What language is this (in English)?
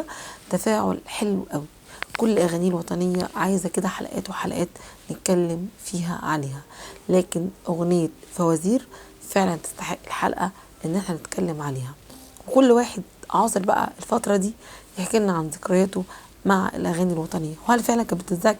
Egyptian Arabic